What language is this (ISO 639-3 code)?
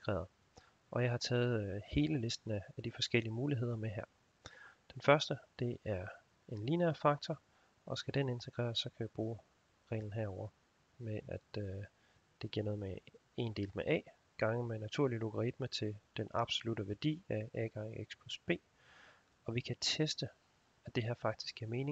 dan